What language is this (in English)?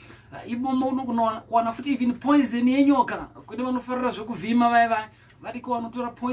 Shona